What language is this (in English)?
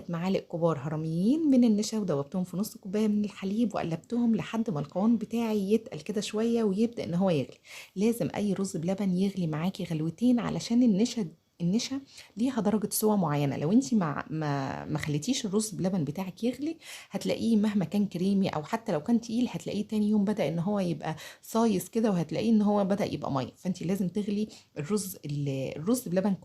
Egyptian Arabic